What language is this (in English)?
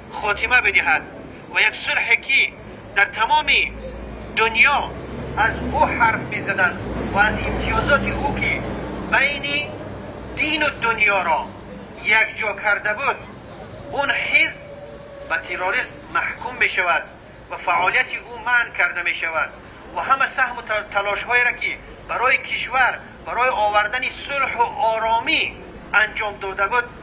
Tajik